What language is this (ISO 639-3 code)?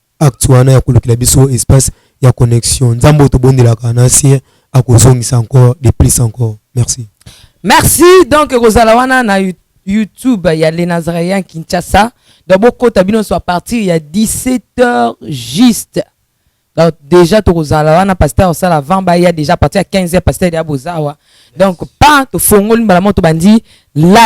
lin